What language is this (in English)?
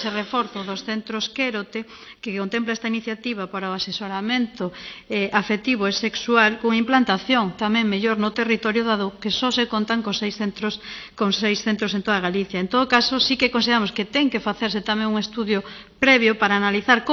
Galician